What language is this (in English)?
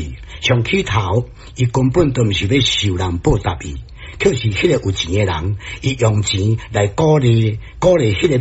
Min Nan Chinese